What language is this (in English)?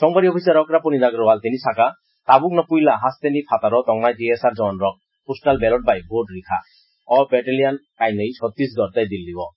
Kok Borok